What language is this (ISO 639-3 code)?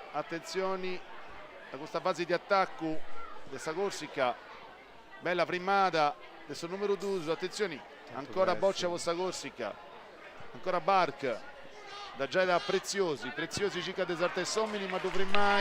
srd